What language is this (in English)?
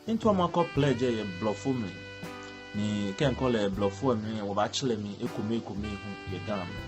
Ga